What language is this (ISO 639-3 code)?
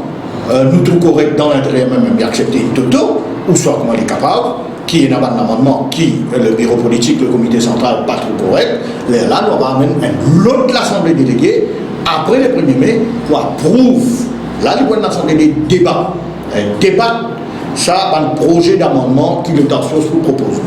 mfe